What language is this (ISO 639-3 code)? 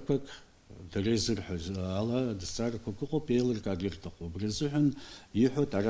abk